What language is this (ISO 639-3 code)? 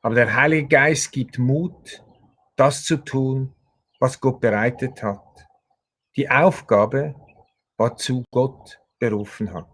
gsw